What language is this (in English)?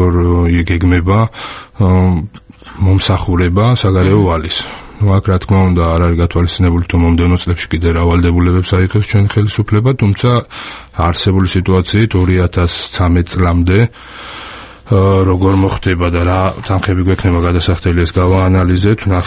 Georgian